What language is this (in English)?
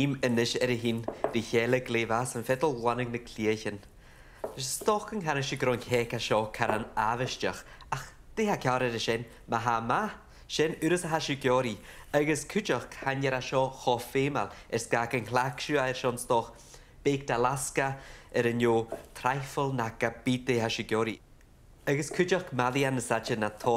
Scottish Gaelic